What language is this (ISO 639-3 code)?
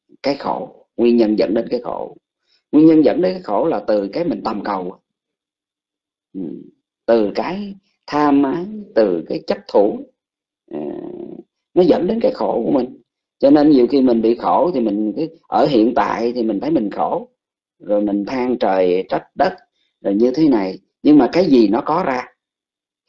vie